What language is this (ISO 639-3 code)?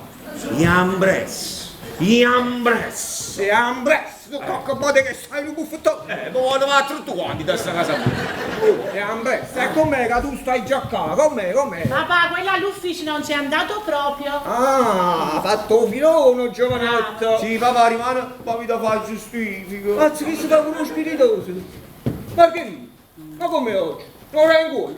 nap